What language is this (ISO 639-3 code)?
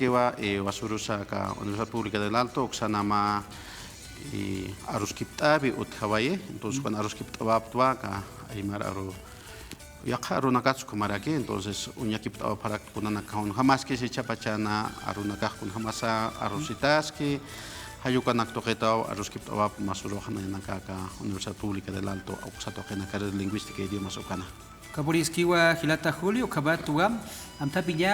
aym